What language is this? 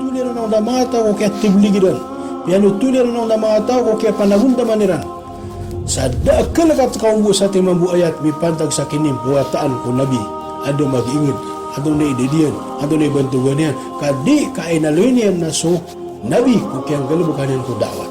Maranao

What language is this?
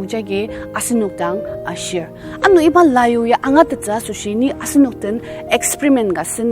Ao Naga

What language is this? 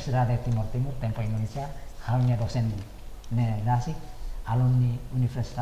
Tetum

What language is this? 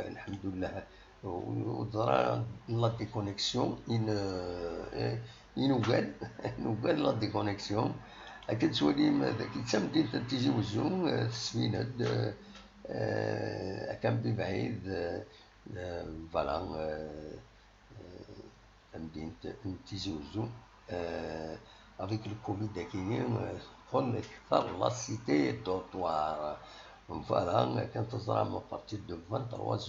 Kabyle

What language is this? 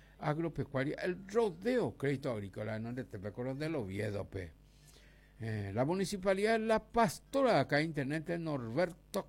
Guarani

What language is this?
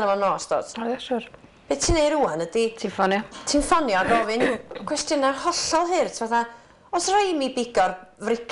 Welsh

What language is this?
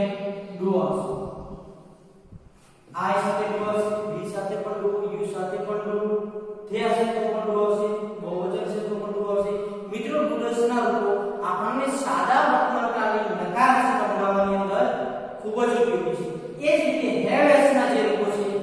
Gujarati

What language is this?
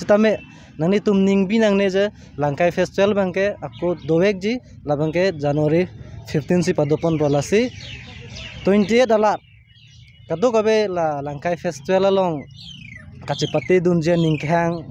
Karbi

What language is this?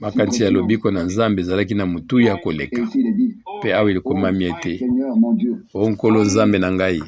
Lingala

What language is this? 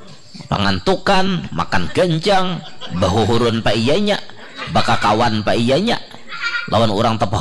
Banjar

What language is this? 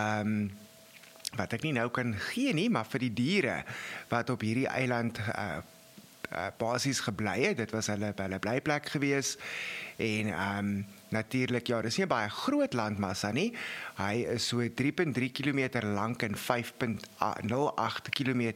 Afrikaans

